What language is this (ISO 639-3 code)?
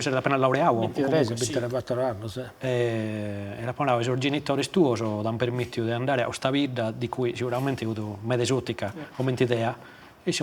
srd